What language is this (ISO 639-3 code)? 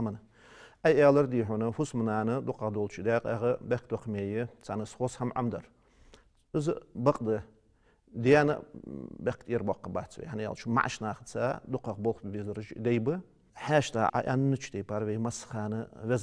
inh